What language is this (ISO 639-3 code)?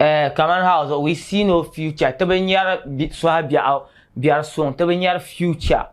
dag